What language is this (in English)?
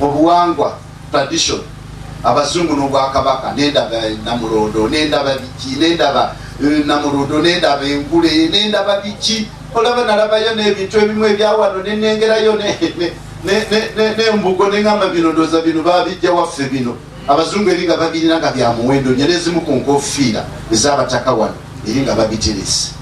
Ganda